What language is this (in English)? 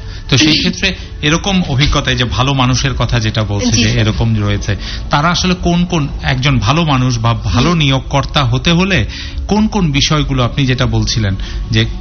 Bangla